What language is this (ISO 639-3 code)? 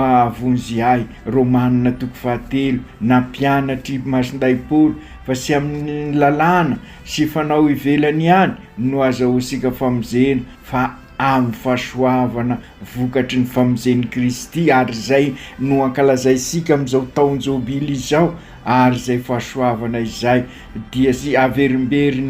mlg